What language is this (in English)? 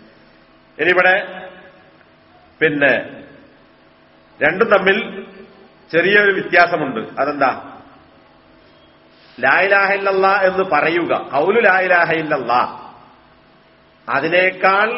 Malayalam